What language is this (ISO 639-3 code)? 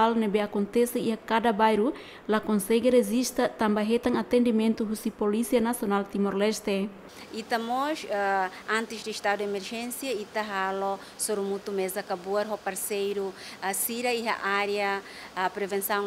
tet